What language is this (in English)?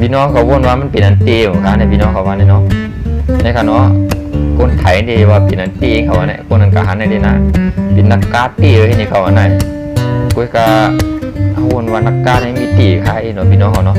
Shan